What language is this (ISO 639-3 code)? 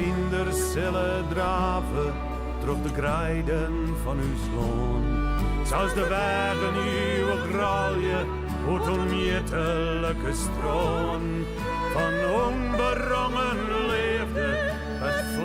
fry